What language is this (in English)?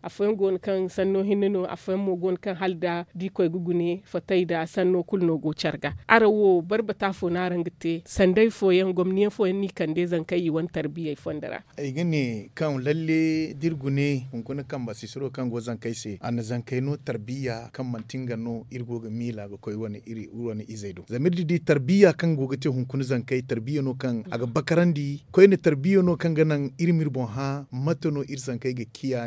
Zarma